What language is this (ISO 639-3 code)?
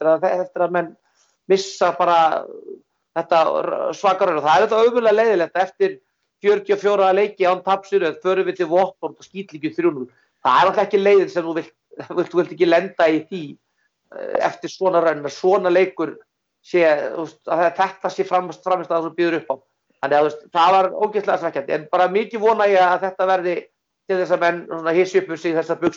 isl